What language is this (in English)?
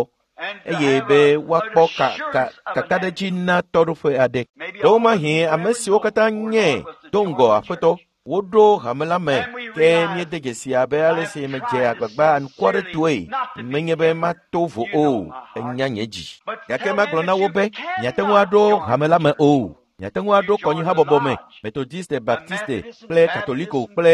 Ewe